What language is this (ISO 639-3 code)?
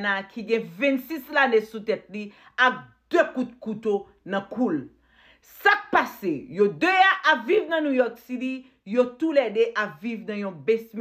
hat